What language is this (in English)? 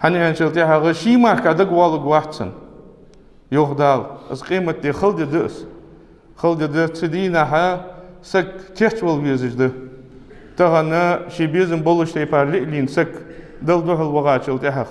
Ingush